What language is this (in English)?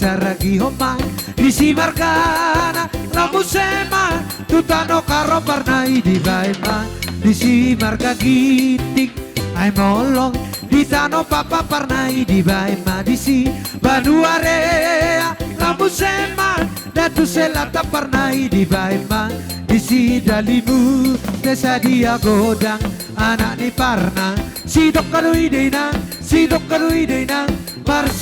Batak Toba